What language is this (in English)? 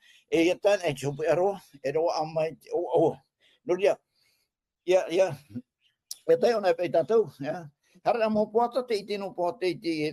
Tahitian